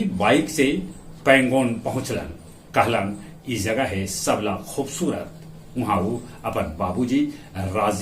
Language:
Magahi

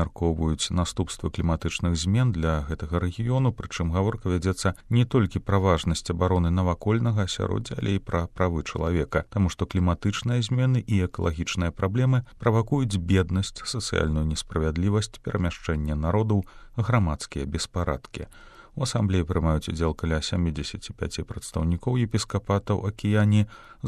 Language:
Belarusian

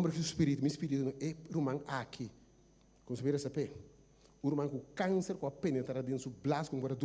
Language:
Papiamento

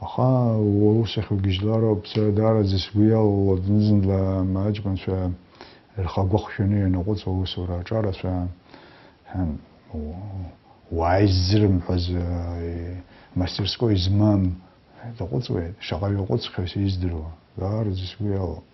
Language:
Abkhazian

